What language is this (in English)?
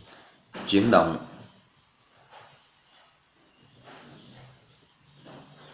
Vietnamese